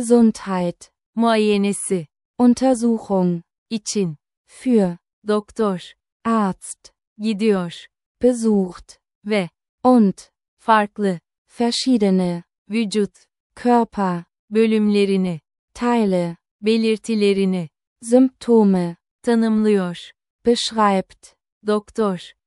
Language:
Turkish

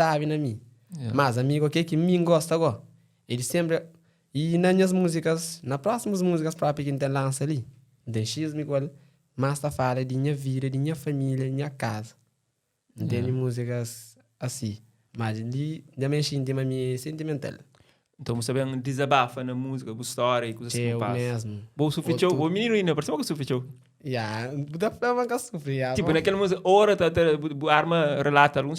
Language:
Kabuverdianu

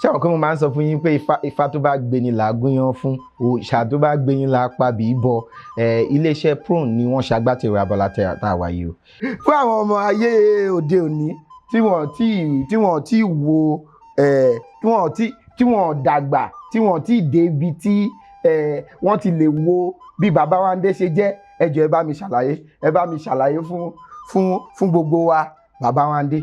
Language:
Yoruba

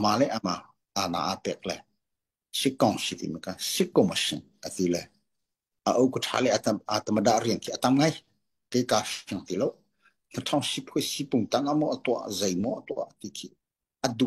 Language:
Hakha Chin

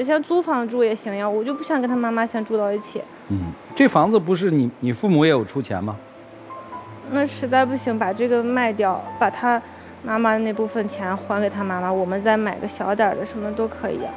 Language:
Chinese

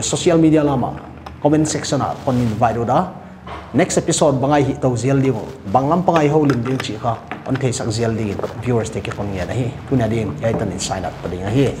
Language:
Paite Chin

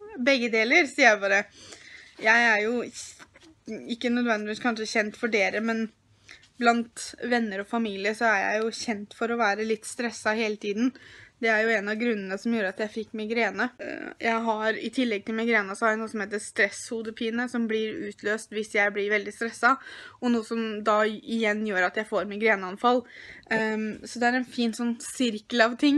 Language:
Norwegian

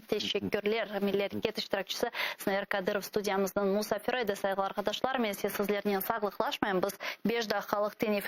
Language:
Crimean Tatar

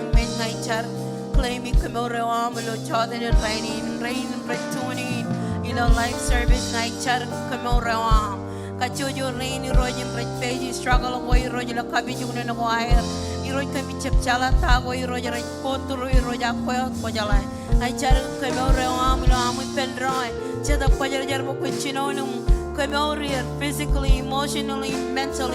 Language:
Marshallese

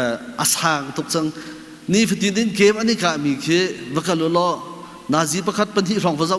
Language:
Hakha Chin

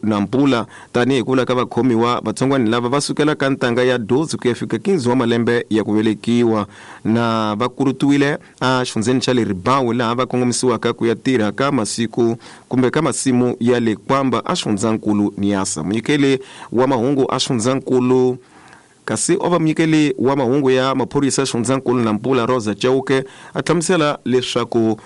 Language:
Tsonga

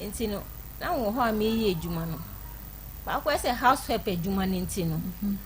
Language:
Akan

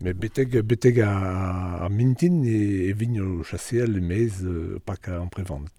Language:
Breton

